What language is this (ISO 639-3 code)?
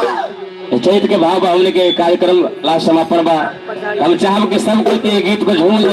mag